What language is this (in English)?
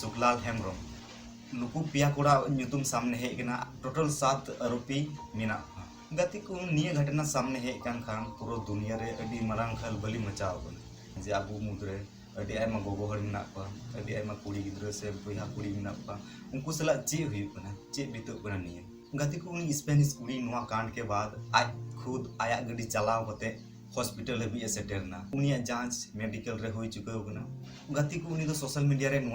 Santali